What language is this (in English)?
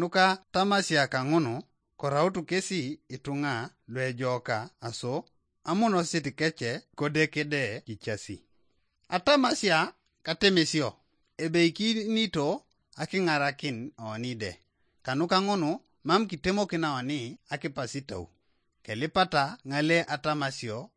Teso